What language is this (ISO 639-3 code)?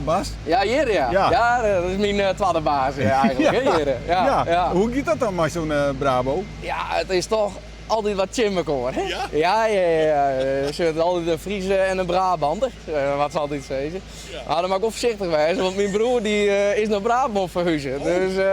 fry